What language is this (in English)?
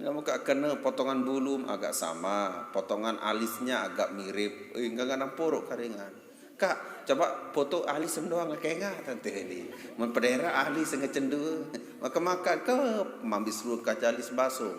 Sasak